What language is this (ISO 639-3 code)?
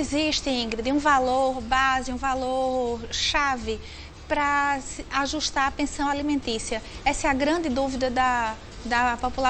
por